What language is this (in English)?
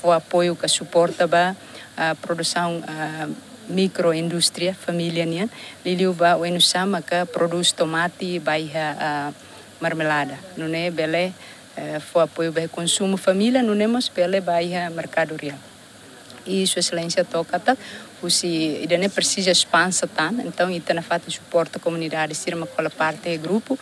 Tetum